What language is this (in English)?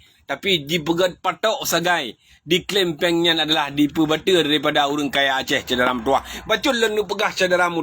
Achinese